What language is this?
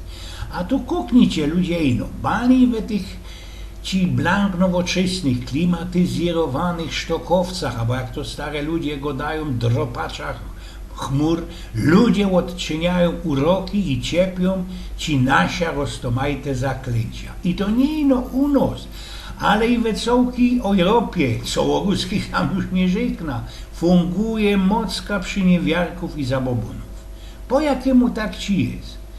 Silesian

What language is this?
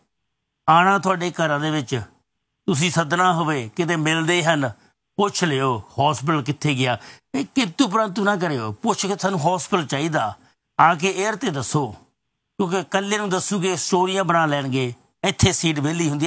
Punjabi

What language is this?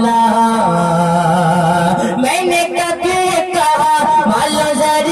Urdu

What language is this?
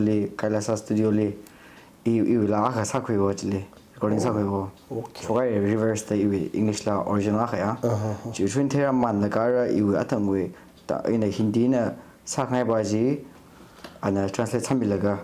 Tangkhul Naga (India)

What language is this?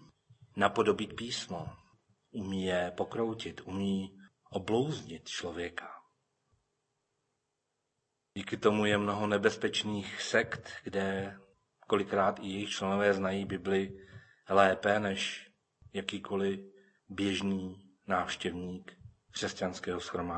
Czech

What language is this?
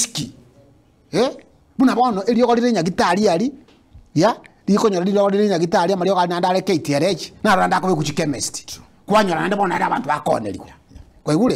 Gusii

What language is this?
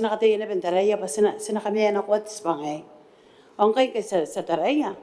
Gilbertese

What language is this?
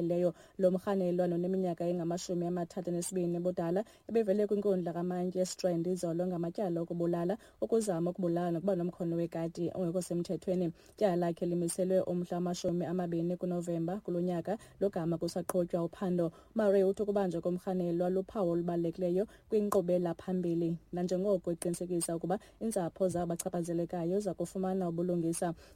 Xhosa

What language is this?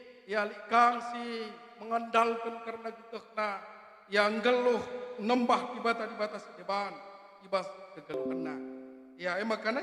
Batak Karo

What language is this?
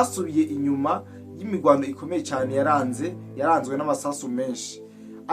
Rundi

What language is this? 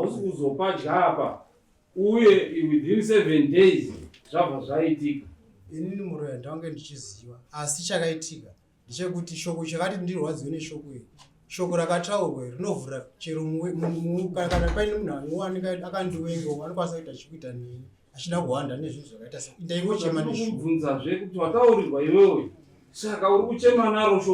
Shona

